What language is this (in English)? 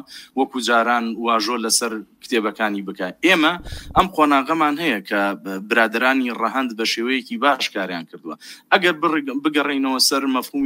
Central Kurdish